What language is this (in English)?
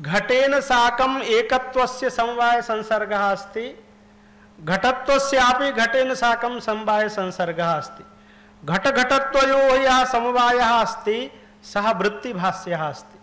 Sanskrit